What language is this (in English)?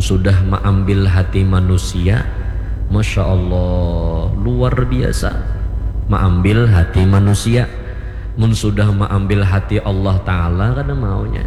Banjar